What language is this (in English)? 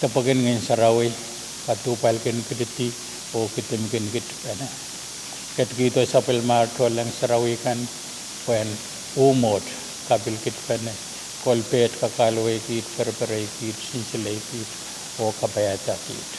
Pohnpeian